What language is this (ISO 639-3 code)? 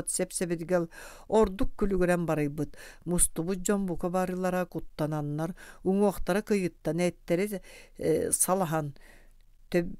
sah